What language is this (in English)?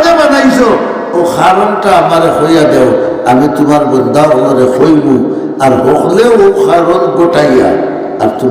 Sylheti